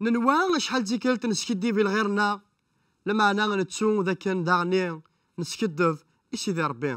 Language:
Kabyle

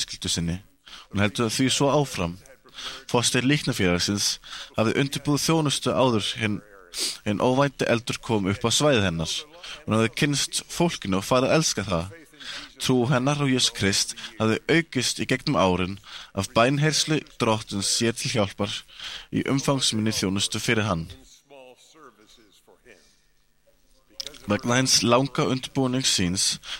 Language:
Icelandic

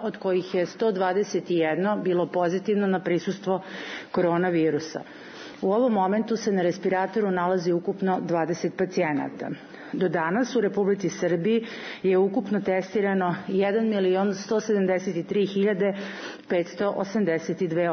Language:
Serbian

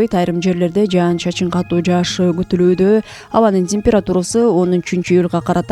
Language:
Kyrgyz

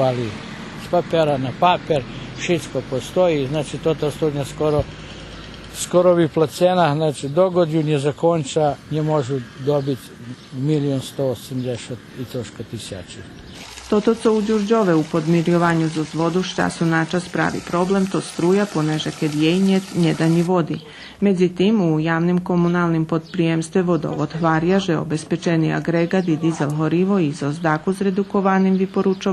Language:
Rusyn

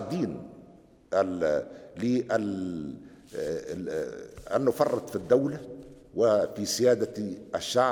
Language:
Tunisian Arabic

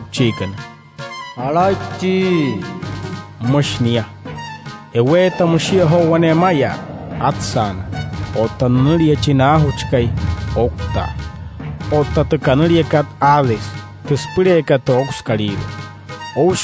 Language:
Wayuu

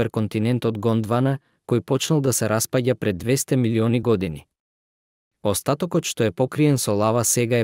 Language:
Macedonian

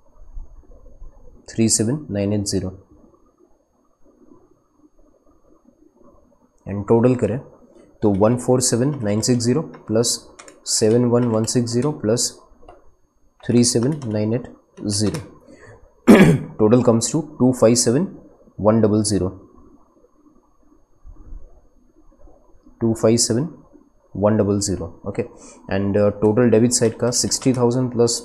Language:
Hindi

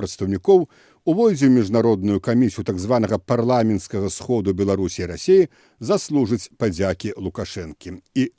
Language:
Belarusian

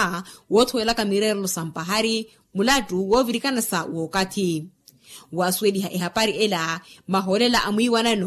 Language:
Makhuwa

